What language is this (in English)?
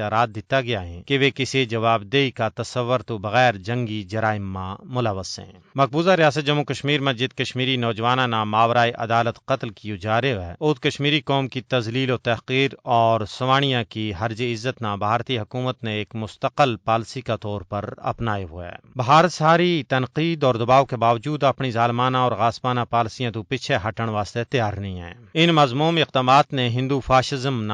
Gujari